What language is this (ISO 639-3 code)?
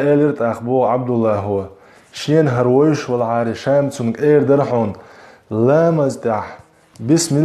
che